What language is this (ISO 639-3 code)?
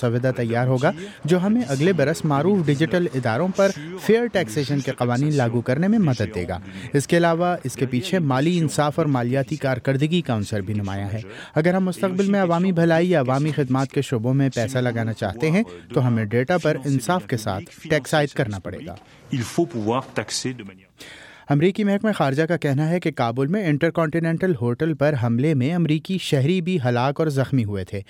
urd